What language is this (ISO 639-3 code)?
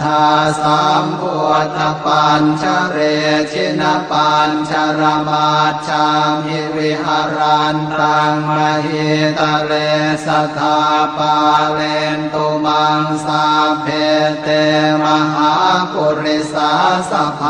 pli